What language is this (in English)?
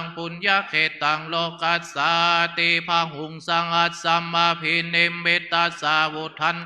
Pali